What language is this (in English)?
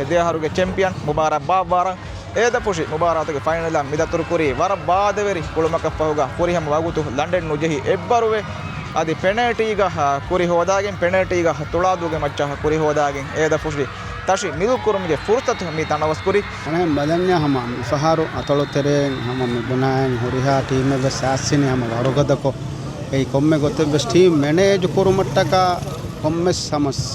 Divehi